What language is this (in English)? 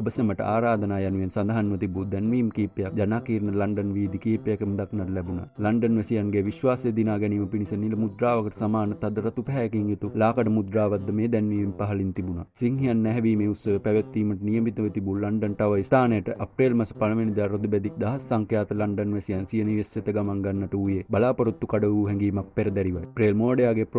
Sinhala